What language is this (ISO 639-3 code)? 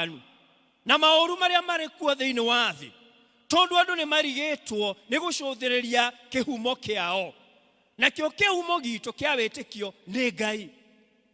kik